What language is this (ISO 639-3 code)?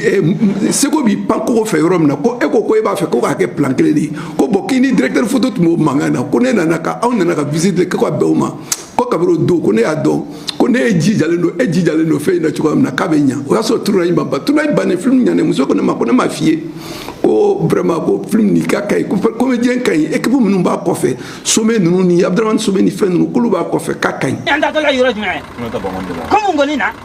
bam